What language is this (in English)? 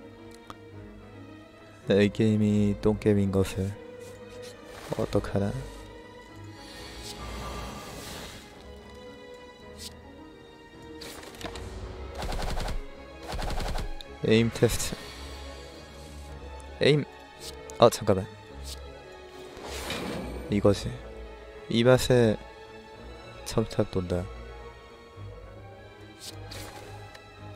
Korean